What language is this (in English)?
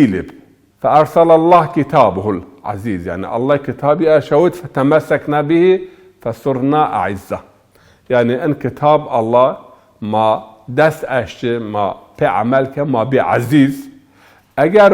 Zaza